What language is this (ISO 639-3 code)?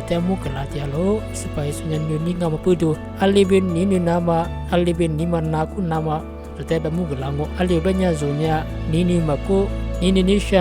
lis